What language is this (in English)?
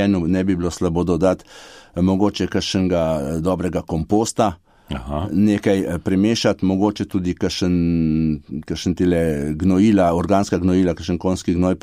Slovenian